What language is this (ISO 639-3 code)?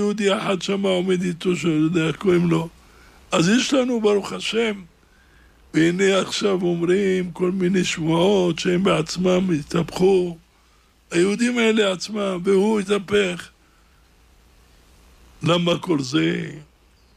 heb